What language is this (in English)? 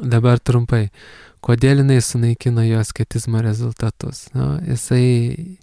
Lithuanian